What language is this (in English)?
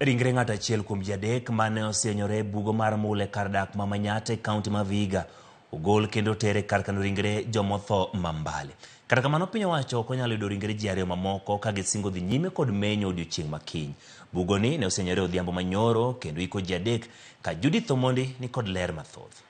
Luo (Kenya and Tanzania)